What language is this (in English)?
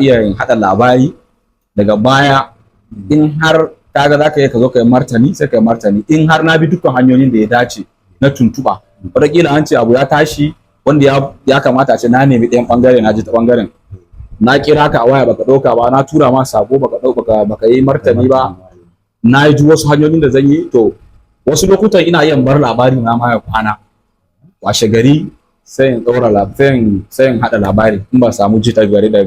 Hausa